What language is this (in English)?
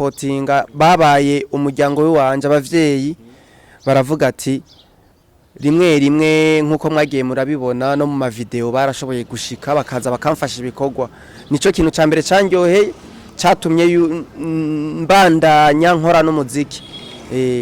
Rundi